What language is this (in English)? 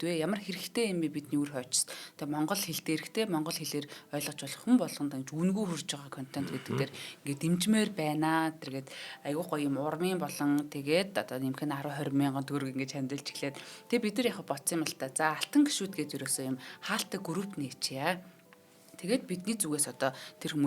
Mongolian